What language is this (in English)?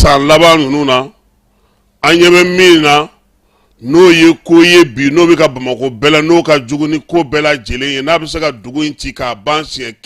Bambara